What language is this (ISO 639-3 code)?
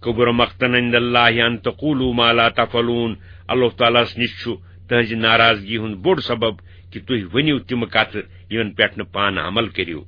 kas